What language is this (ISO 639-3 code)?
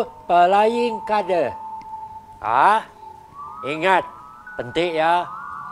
iba